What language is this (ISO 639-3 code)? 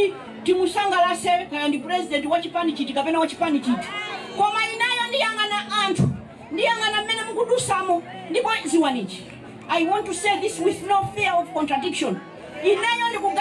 nya